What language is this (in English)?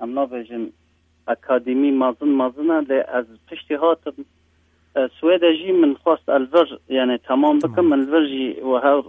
Kurdish